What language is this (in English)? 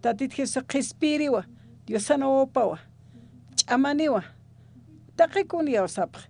Aymara